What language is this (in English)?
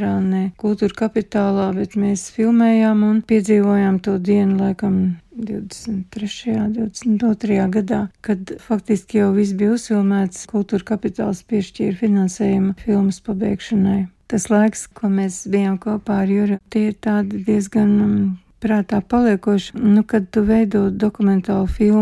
Latvian